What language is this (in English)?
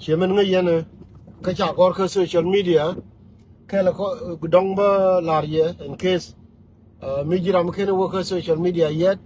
Nuer